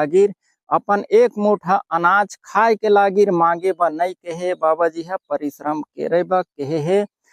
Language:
Chhattisgarhi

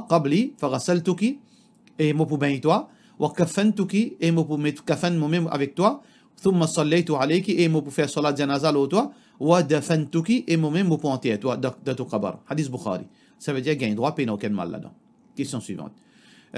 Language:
Morisyen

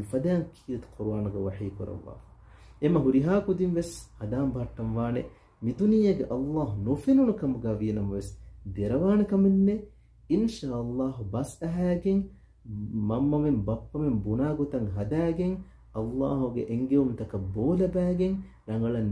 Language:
Divehi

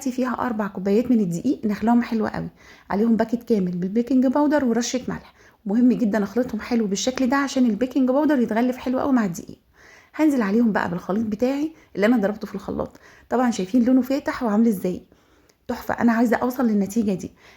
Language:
Egyptian Arabic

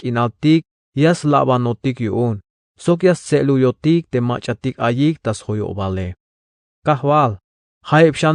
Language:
Tzeltal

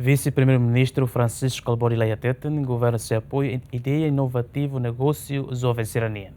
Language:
Tetum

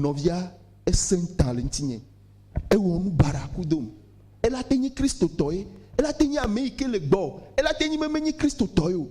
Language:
Ewe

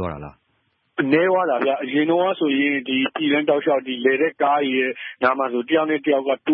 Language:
Burmese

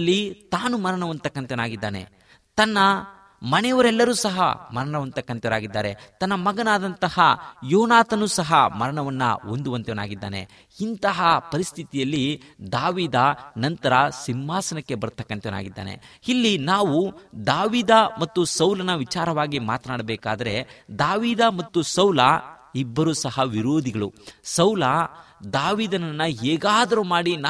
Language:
Kannada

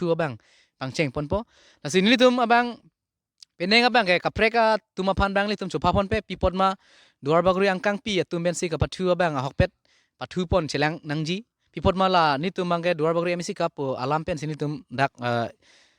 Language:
Karbi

